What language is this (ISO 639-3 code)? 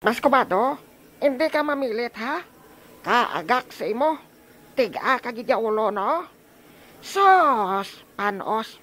hil